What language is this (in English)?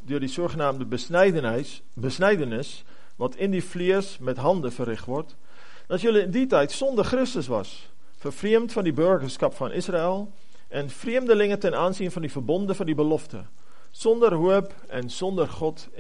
Afrikaans